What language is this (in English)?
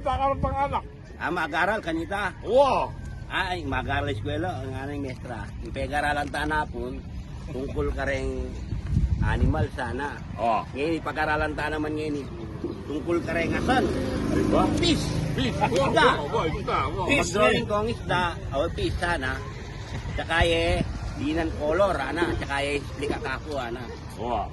Pampanga